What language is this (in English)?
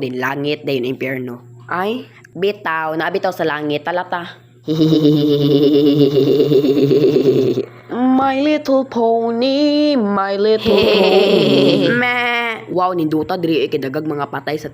Cebuano